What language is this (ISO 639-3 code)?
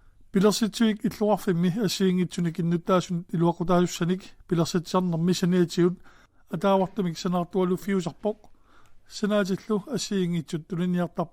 kal